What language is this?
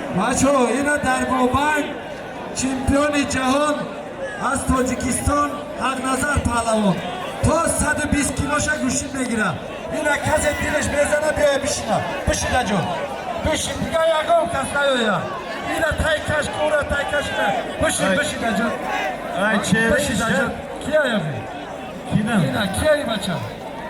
Tajik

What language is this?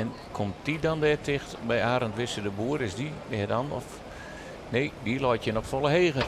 Western Frisian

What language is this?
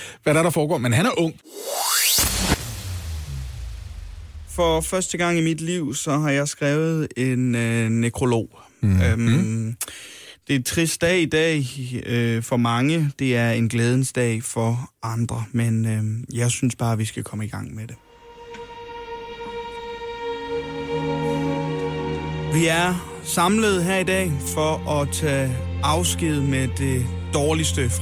Danish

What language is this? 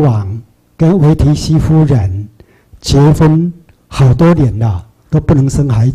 Chinese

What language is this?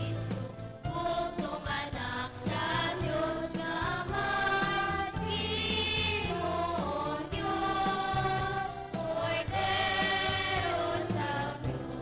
Hiligaynon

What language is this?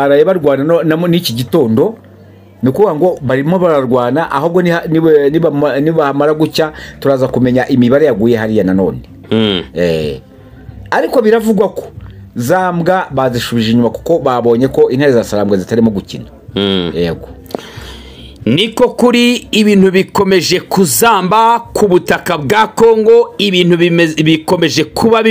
Kinyarwanda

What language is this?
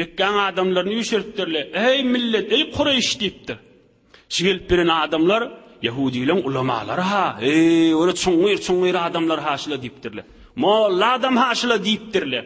Turkmen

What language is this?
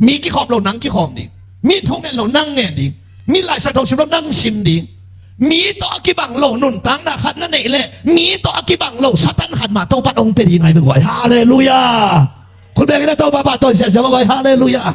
Tedim Chin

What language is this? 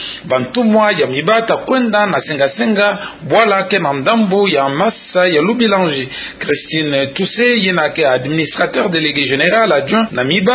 Kituba (Democratic Republic of Congo)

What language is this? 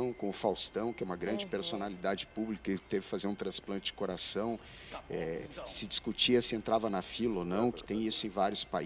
Portuguese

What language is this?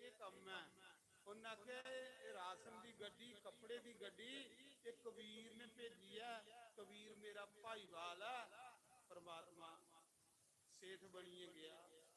Dogri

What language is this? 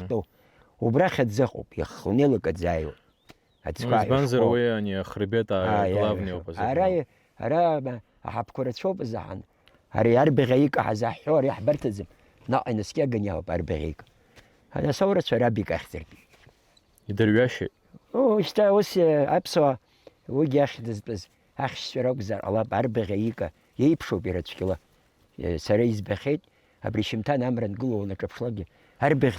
Abkhazian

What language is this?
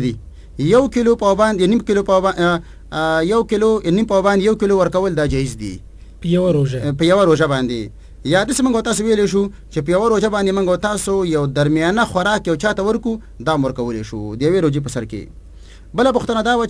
Pashto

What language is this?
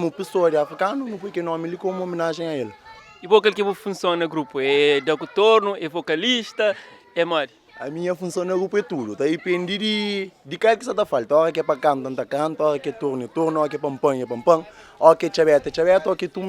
Kabuverdianu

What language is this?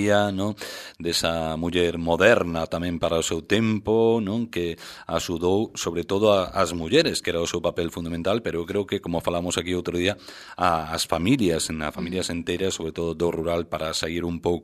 Galician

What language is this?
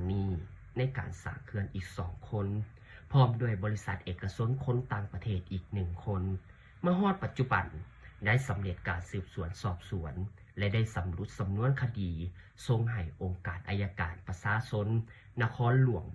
Lao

